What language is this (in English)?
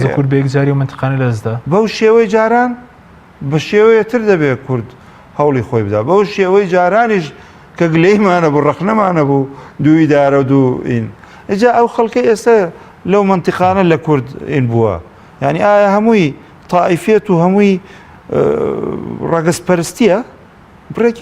Central Kurdish